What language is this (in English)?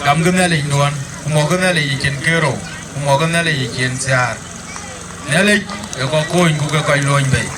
Dinka